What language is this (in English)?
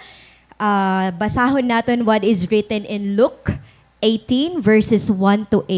Waray